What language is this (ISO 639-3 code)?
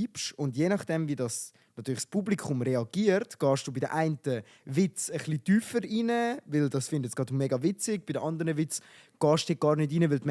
gsw